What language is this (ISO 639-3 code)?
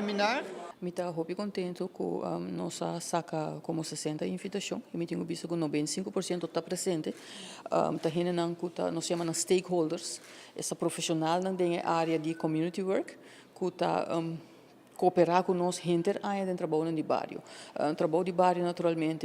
pap